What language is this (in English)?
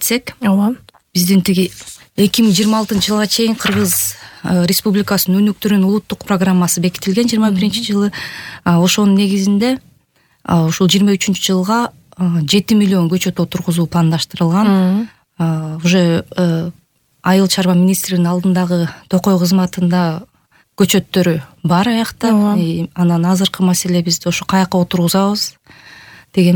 Kyrgyz